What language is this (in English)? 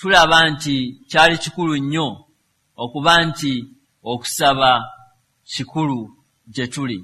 Ganda